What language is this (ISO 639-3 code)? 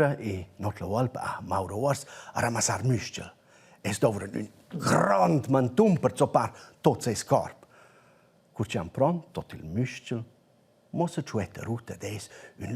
roh